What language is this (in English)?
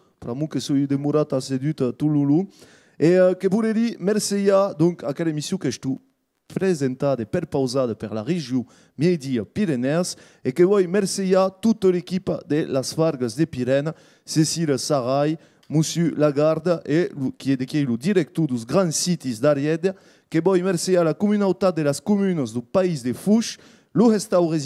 Occitan